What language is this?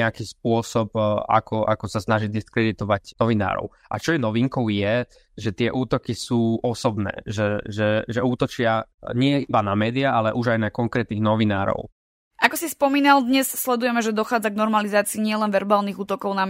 Slovak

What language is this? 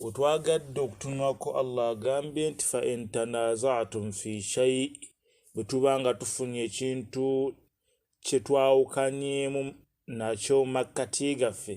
Ganda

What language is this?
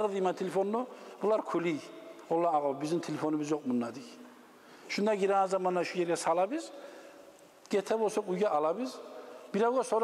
Kumyk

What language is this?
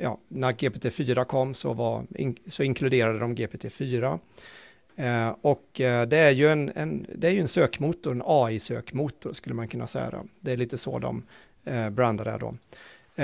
Swedish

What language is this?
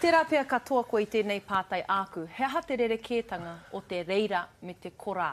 Māori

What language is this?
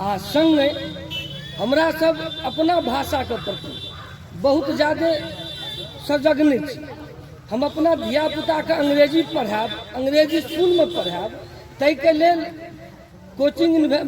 Maithili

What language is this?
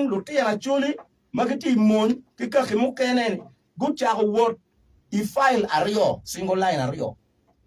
Acoli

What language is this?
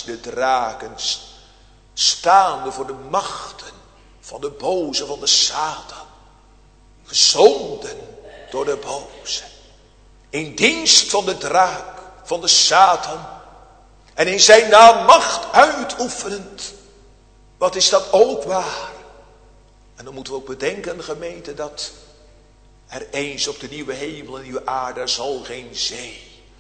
Dutch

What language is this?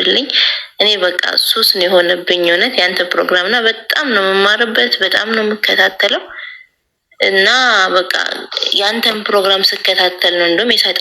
Amharic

